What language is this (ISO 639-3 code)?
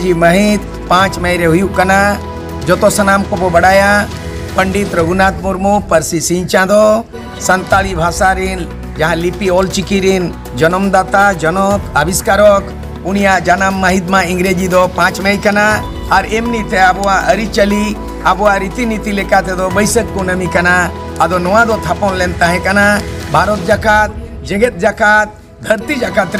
sat